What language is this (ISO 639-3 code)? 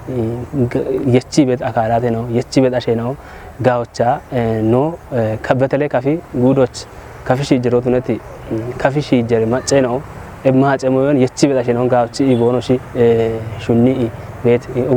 kbr